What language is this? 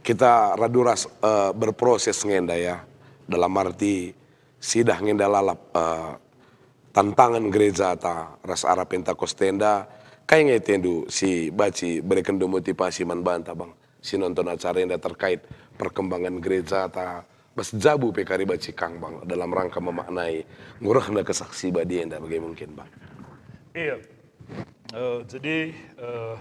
Batak Karo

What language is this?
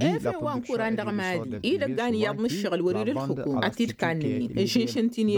Tamasheq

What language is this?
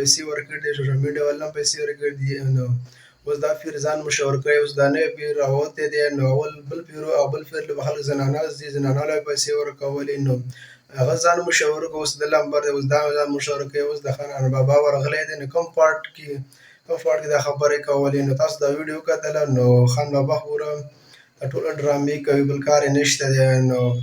Pashto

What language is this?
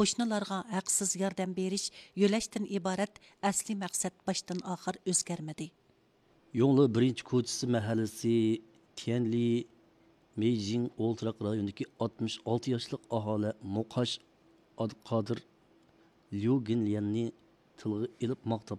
Uyghur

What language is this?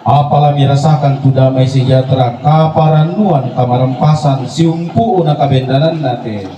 Toraja-Sa'dan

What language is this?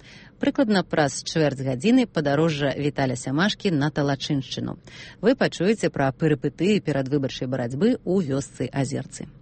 Belarusian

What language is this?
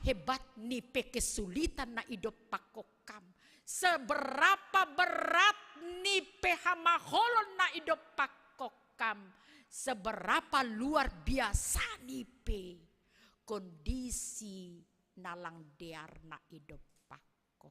Batak Simalungun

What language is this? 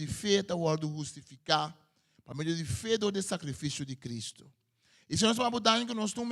Papiamento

